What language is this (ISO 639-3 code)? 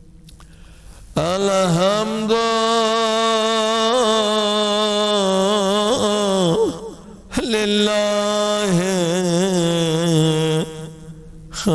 urd